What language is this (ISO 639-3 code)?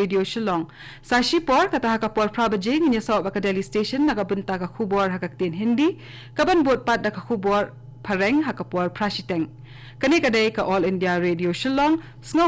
kha